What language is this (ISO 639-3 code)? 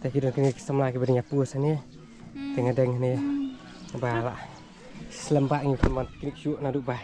kha